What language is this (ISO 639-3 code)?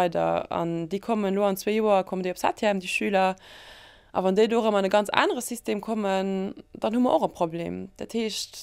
ltz